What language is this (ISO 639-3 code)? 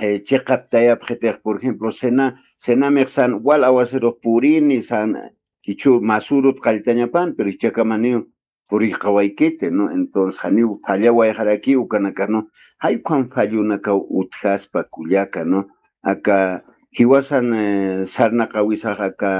aym